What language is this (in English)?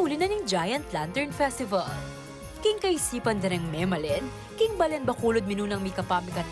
Pampanga